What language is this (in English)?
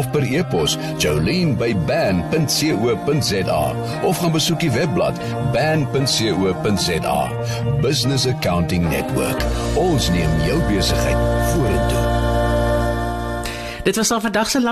Afrikaans